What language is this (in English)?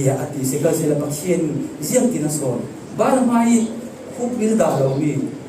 Falam Chin